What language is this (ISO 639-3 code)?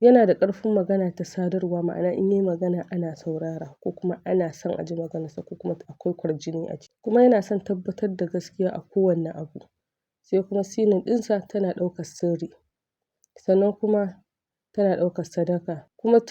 hau